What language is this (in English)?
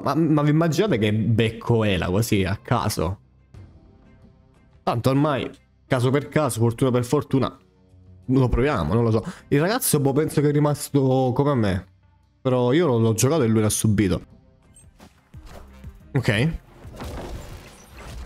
Italian